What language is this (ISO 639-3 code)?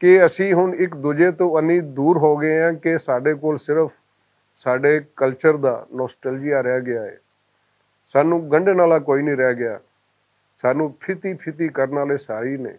lah